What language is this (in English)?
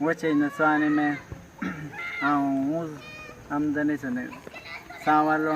Awa-Cuaiquer